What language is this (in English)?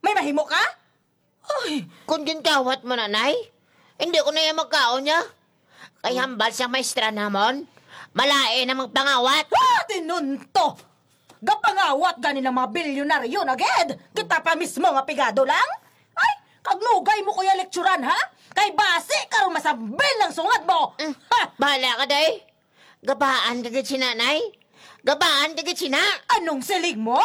Hiligaynon